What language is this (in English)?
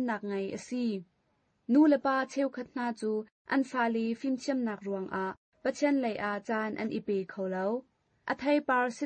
Hakha Chin